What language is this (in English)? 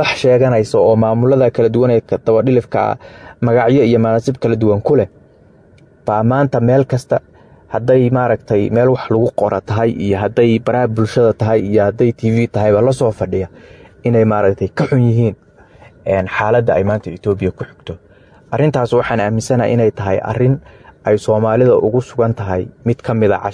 Somali